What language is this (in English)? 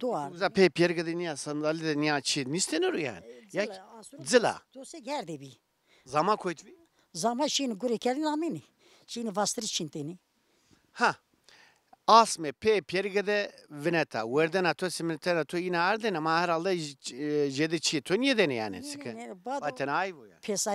Zaza